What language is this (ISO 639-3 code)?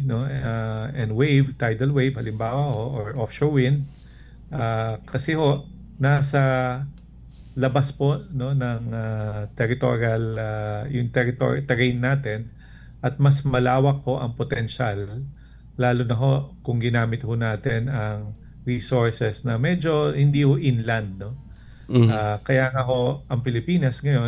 fil